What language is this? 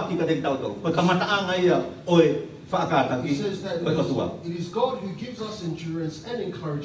Tongan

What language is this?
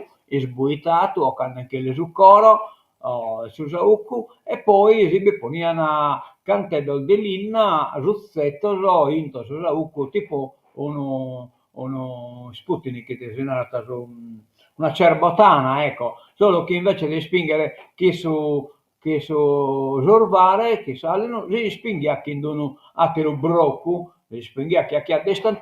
Sardinian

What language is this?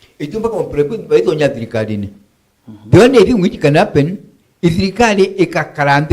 Meru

